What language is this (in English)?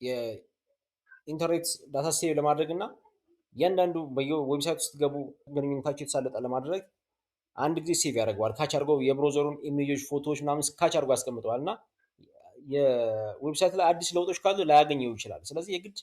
Amharic